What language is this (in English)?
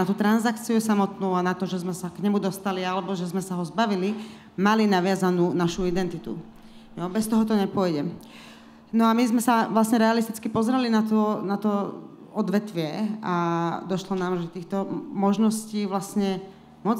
Slovak